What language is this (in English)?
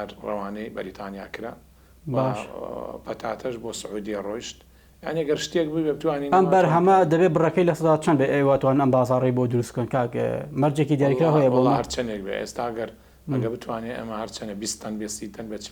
Central Kurdish